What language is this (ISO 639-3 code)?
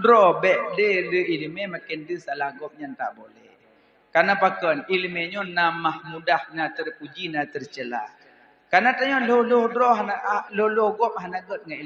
ace